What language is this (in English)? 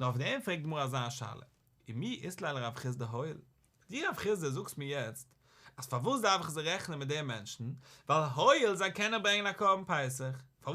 Yiddish